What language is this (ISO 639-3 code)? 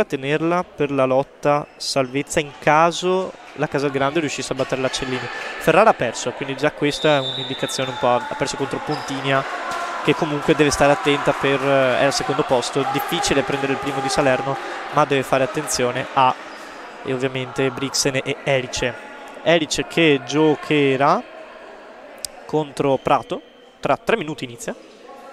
ita